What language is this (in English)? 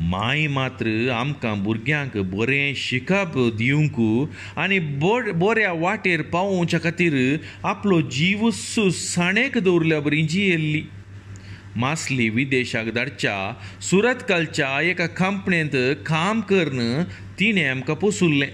Konkani